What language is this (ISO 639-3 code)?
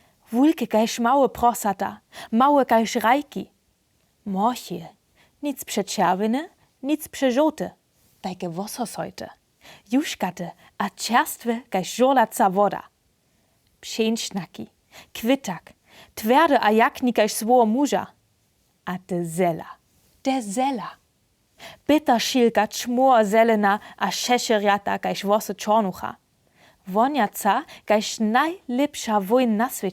hsb